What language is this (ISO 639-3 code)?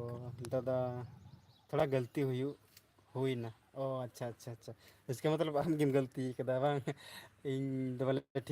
sat